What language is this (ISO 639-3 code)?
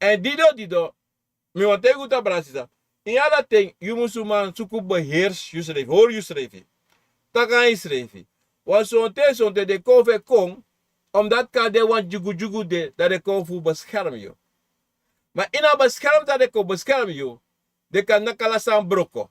srn